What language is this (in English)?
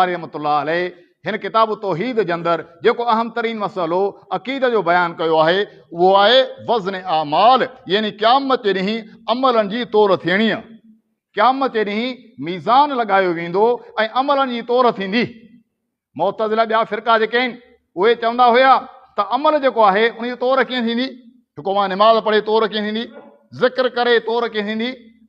Sindhi